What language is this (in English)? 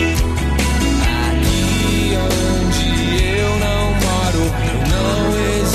Portuguese